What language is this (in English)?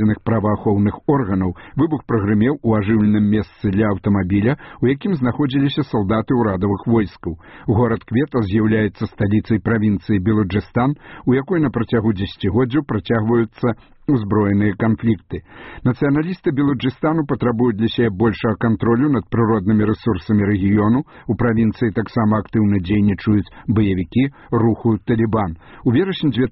Belarusian